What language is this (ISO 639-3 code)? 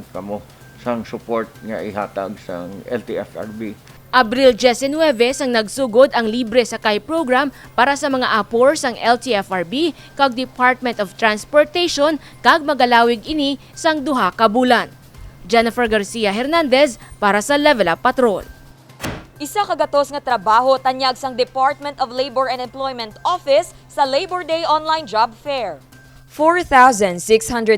hil